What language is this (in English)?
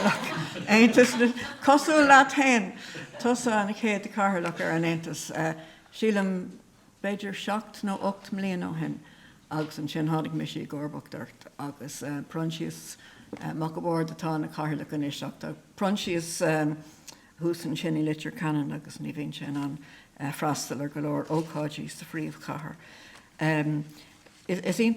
Irish